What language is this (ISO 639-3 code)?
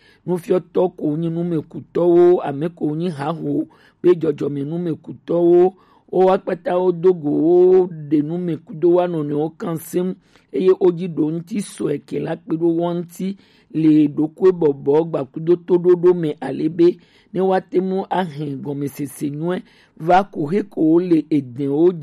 gej